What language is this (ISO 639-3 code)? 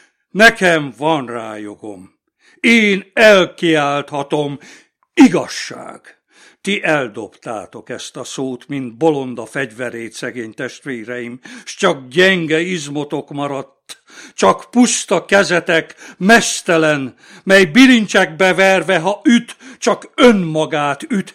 hun